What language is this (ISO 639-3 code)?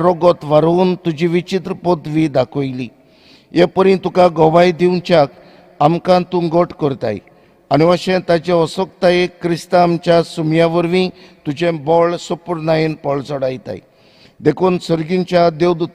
kok